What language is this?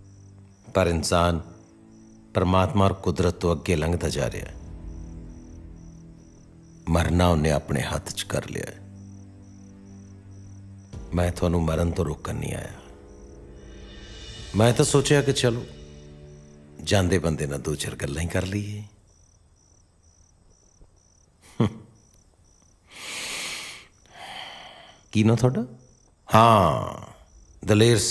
Punjabi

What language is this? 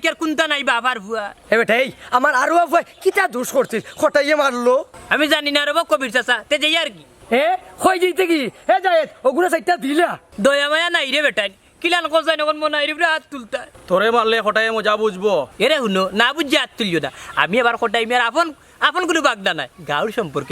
Sylheti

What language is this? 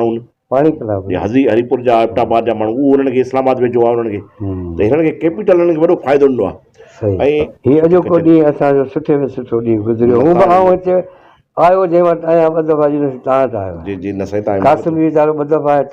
Sindhi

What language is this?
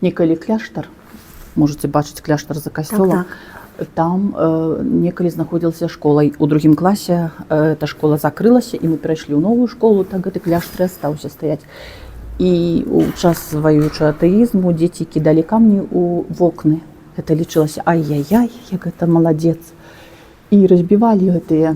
Belarusian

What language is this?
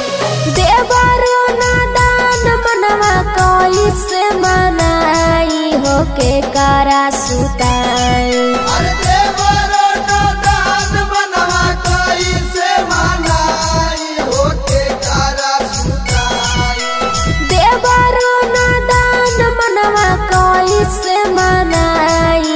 Bhojpuri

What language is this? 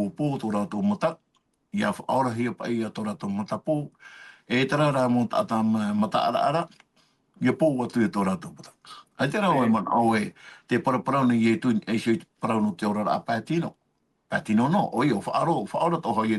Tahitian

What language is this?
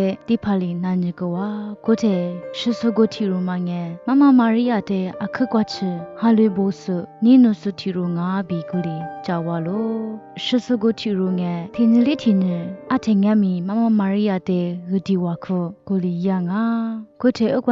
Lisu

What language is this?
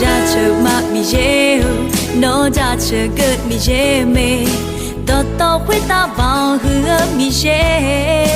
Akha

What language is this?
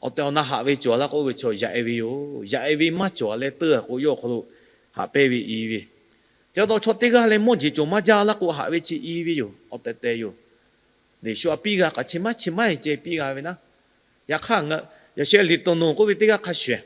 Lahu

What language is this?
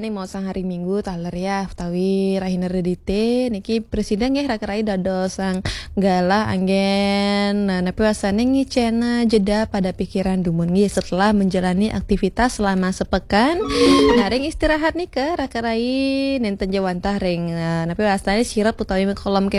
Balinese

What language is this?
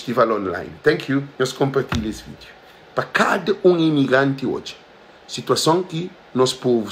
Kabuverdianu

